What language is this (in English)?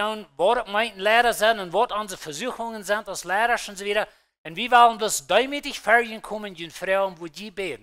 Plautdietsch